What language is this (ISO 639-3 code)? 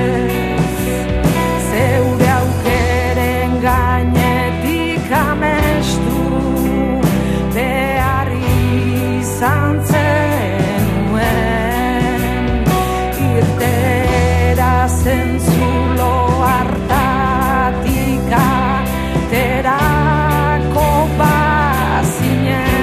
eus